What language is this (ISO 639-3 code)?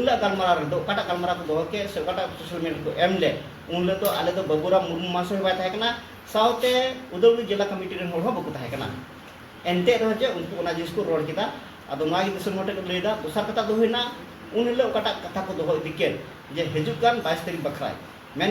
sat